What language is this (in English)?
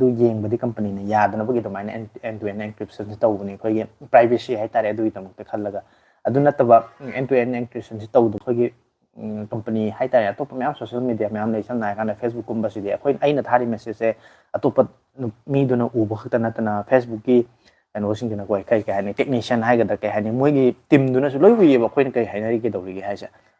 Manipuri